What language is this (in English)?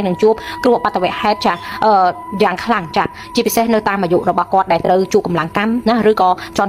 Khmer